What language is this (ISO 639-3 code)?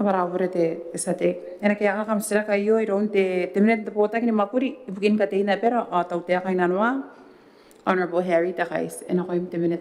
gil